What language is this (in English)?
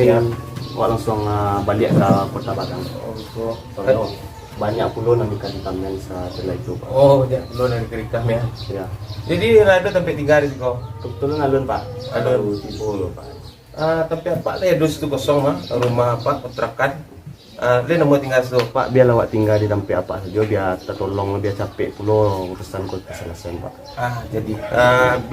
Minangkabau